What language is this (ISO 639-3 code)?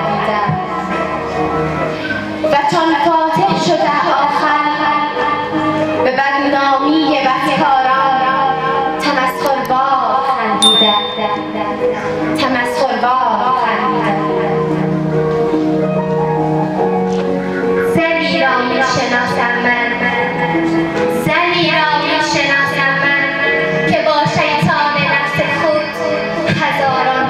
fas